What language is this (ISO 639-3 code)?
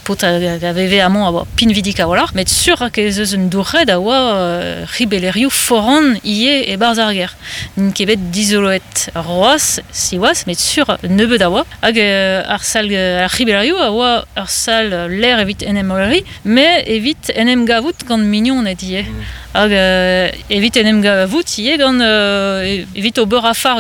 bre